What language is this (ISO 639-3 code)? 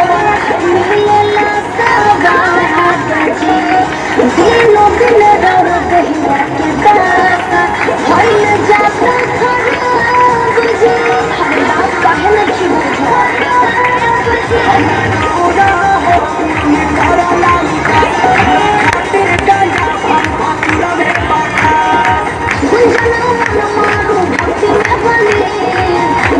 bho